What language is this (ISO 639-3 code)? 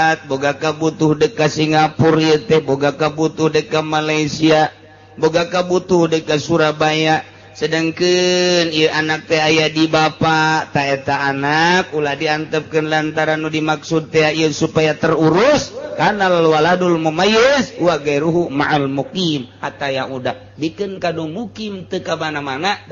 sun